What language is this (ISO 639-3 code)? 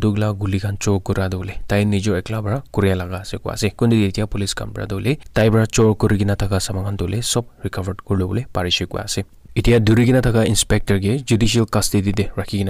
nag